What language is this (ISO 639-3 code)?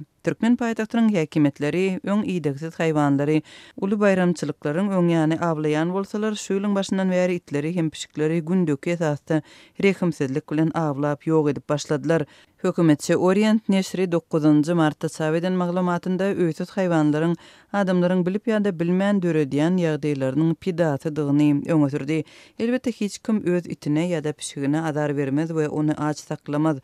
tuk